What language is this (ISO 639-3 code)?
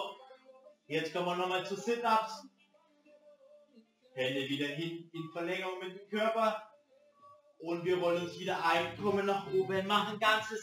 deu